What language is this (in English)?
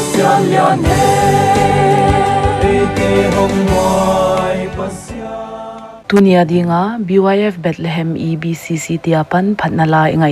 Paite Chin